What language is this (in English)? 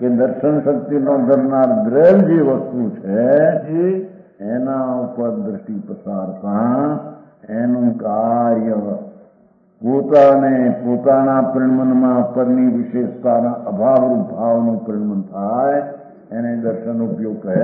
Gujarati